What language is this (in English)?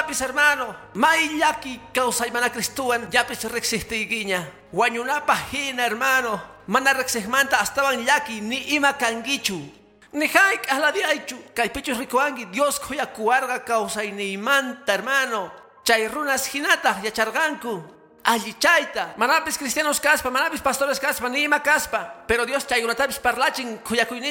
Quechua